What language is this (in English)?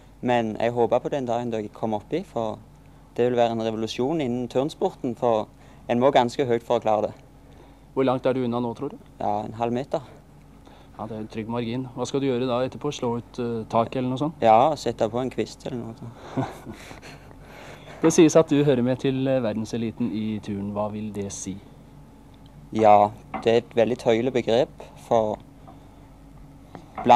Norwegian